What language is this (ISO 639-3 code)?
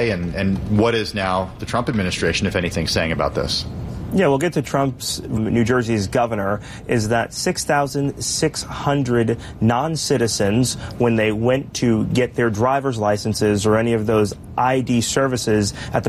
eng